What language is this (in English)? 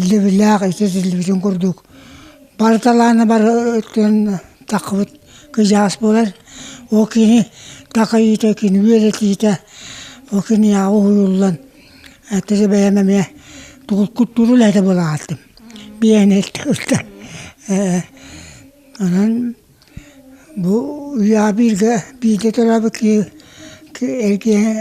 Yakut